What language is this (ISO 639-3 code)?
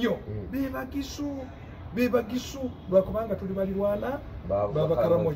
lug